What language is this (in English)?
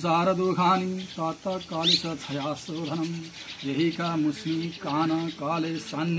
Nepali